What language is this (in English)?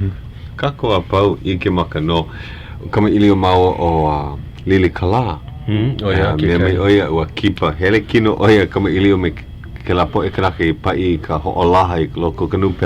Hawaiian